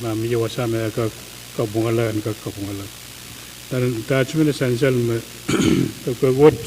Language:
Pohnpeian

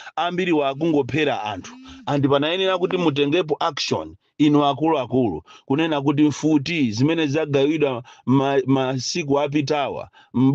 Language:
Nyanja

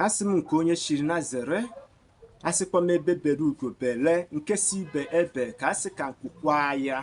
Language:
Igbo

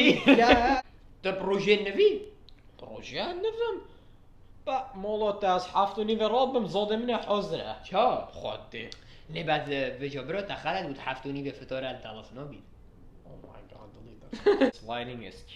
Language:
Kurdish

